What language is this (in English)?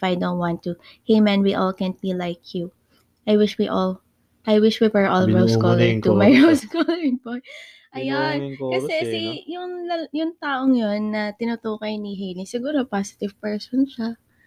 Filipino